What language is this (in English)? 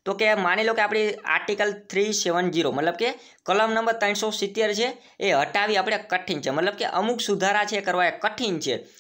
Gujarati